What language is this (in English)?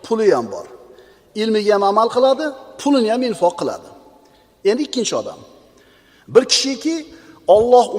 Uzbek